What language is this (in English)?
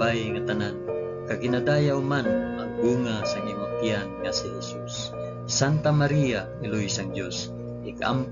Hiligaynon